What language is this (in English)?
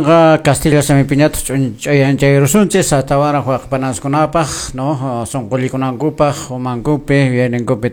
Quechua